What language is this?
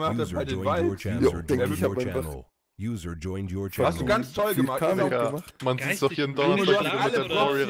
German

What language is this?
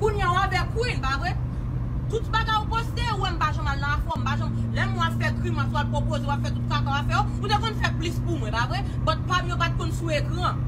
Haitian Creole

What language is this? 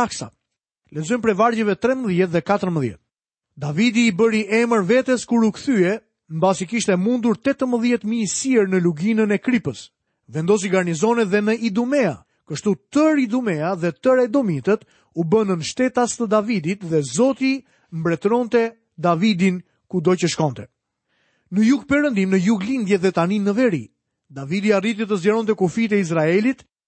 Albanian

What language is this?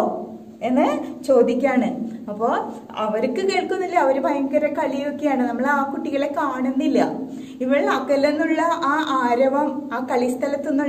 Malayalam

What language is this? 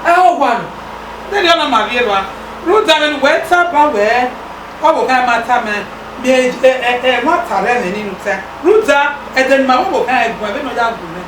Bini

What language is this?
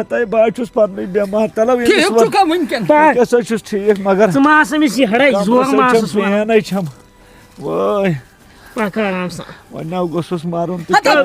Kashmiri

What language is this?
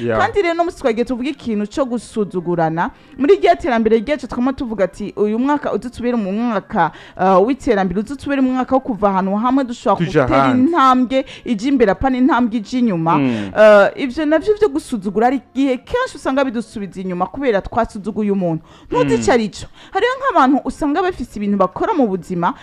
Rundi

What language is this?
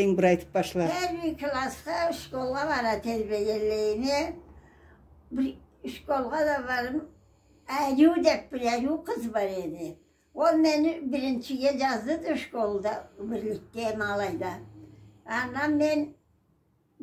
Karachay-Balkar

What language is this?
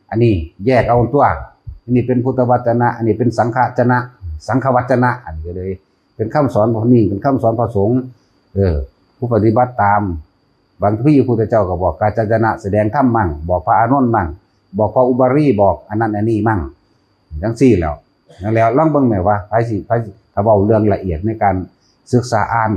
Northeastern Thai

